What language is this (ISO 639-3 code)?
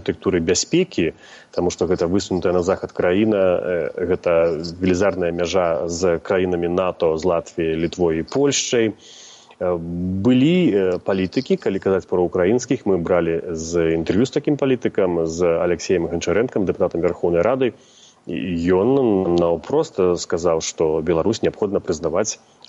bel